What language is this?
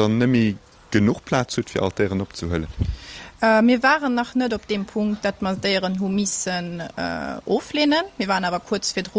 Luxembourgish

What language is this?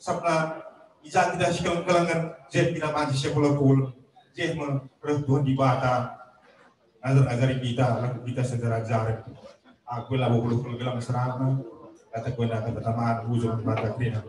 Batak Karo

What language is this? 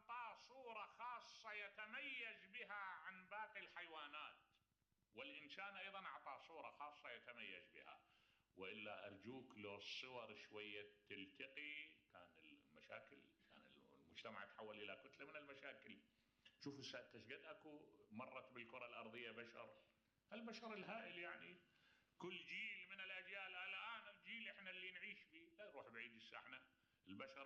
Mesopotamian Arabic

